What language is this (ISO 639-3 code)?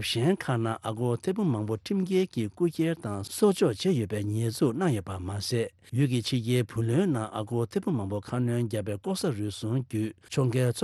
bod